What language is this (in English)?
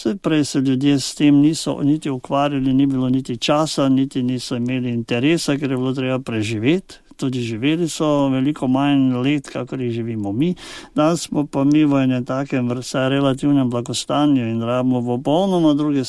Slovenian